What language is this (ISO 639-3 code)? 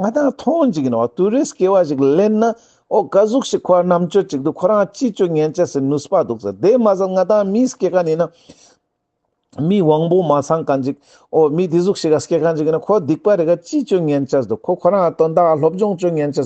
lbj